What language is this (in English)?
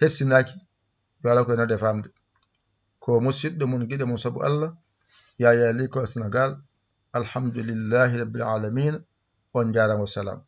Fula